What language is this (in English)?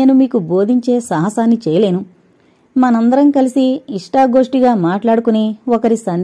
Telugu